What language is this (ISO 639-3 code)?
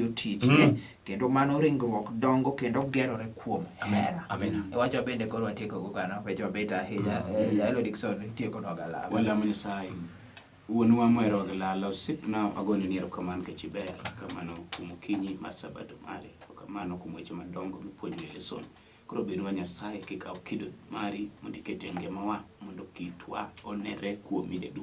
luo